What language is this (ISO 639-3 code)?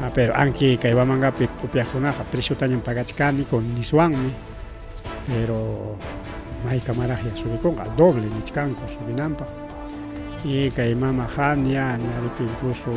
quy